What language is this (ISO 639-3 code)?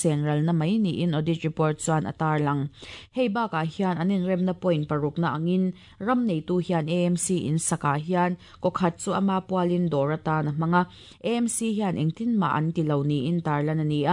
lus